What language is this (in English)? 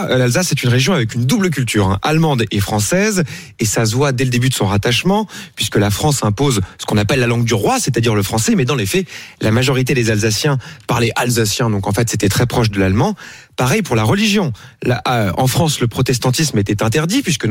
French